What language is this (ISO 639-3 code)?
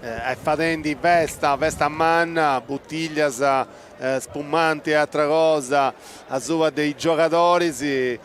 srd